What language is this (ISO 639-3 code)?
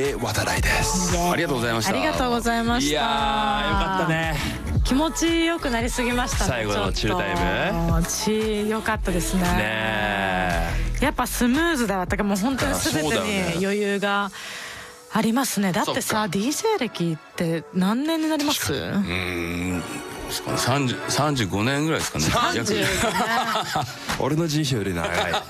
jpn